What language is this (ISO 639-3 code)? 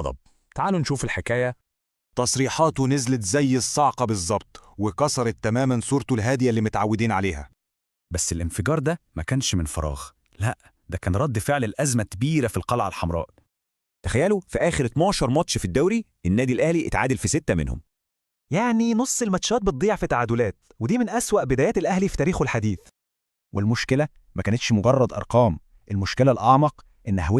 arz